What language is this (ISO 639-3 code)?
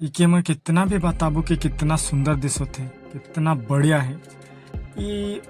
sck